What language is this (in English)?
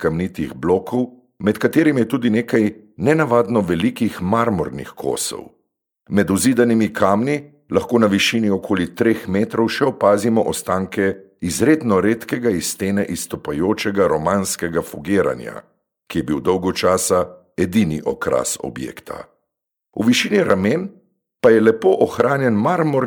Slovenian